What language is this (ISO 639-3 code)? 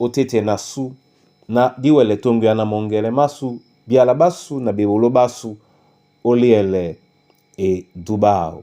dua